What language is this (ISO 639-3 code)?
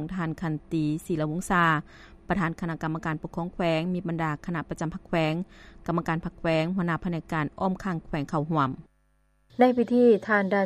lao